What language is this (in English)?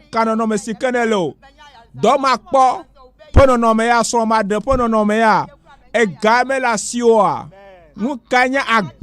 Ewe